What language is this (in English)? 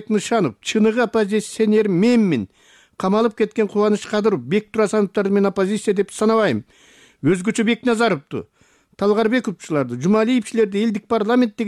Kyrgyz